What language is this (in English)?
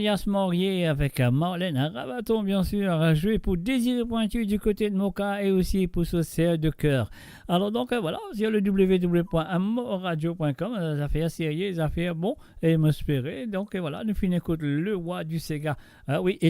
Morisyen